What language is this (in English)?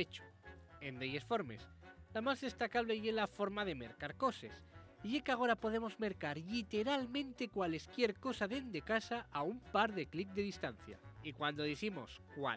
Asturian